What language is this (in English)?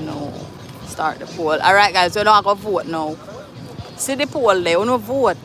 Jamaican Creole English